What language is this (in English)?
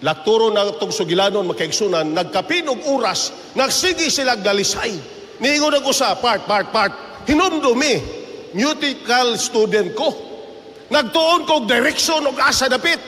Cebuano